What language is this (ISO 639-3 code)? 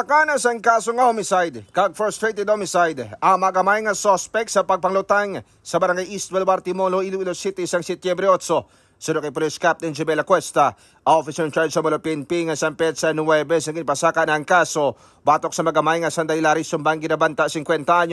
hil